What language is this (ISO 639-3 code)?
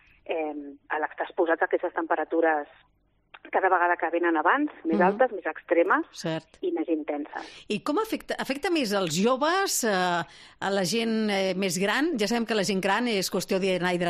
cat